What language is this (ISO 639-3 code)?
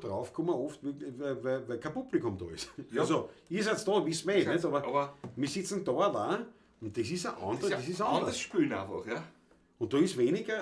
bar